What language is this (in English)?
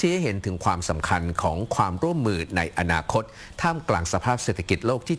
Thai